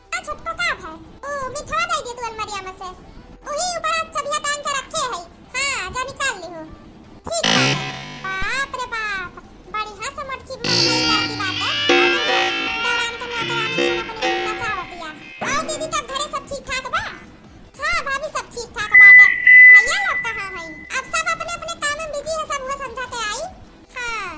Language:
Awadhi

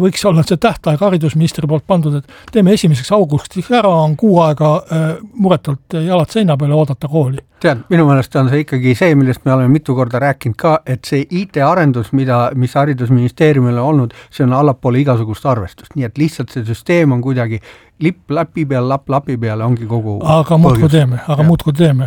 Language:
Estonian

